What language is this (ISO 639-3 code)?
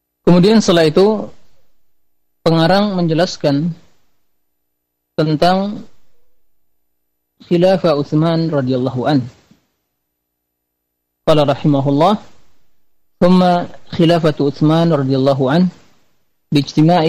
ind